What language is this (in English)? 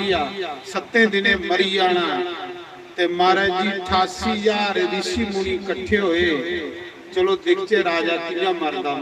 Dogri